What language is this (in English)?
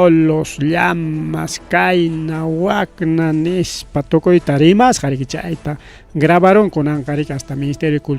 Ayacucho Quechua